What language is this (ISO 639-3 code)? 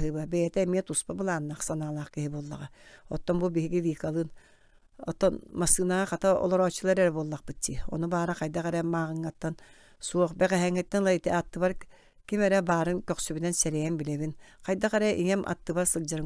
sah